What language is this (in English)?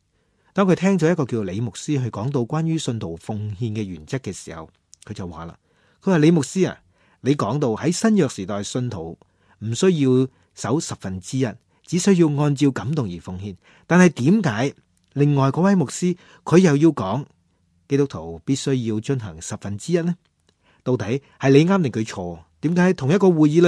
Cantonese